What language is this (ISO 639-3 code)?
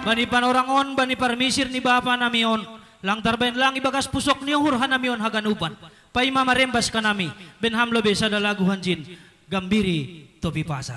bts